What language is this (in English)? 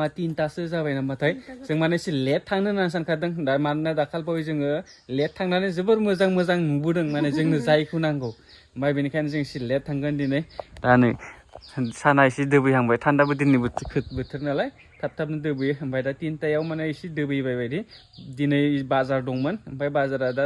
Bodo